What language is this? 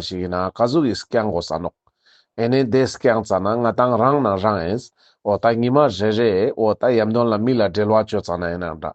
Ladakhi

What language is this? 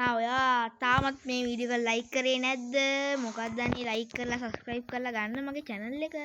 Sinhala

